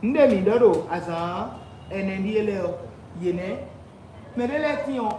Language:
Fon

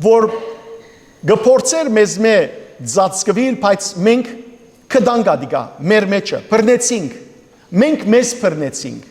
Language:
Western Armenian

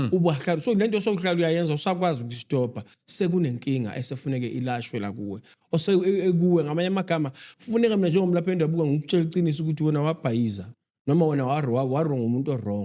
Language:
Zulu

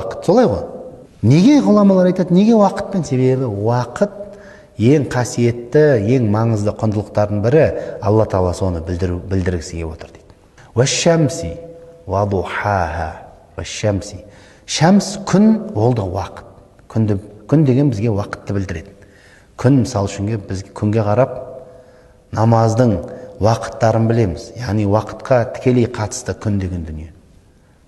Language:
Kazakh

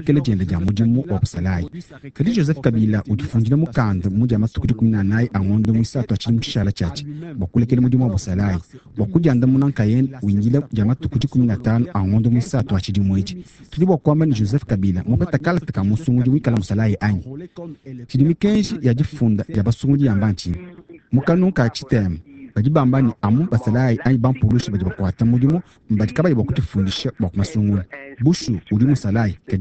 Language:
Luba-Lulua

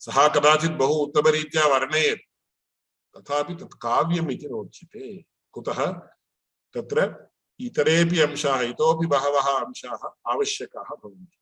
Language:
Sanskrit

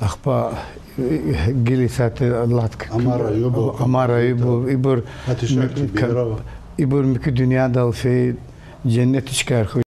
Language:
Lezghian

